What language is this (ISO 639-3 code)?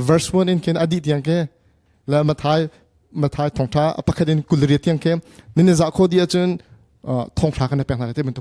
cnh